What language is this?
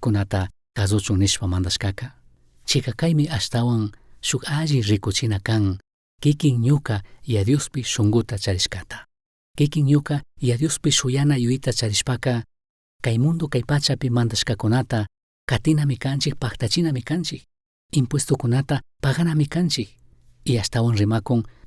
Chimborazo Highland Quichua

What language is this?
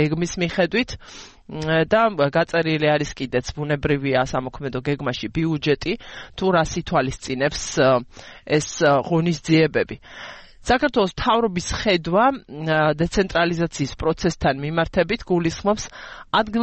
Georgian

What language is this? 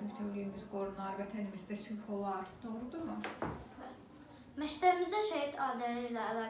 Azerbaijani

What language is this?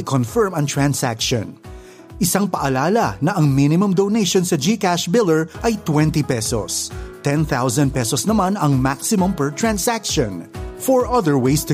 Filipino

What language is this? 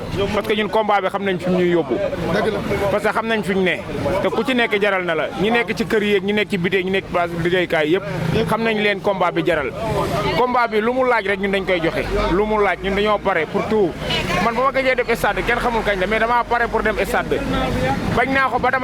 Wolof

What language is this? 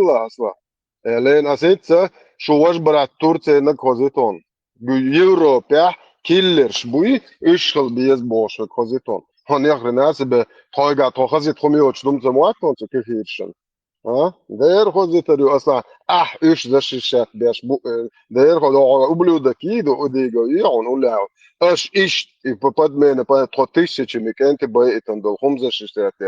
Chechen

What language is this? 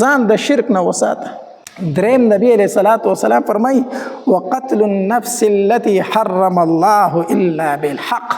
Pashto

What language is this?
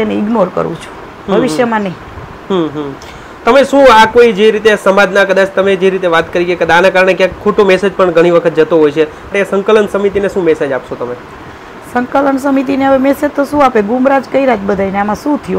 Gujarati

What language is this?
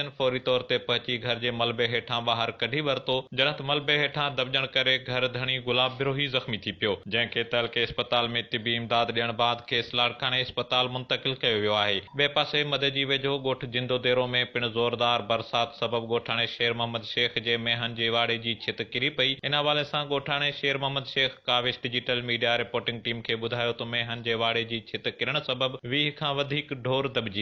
Sindhi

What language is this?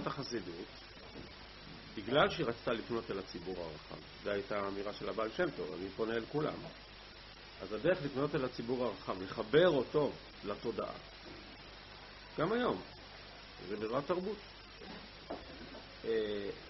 Hebrew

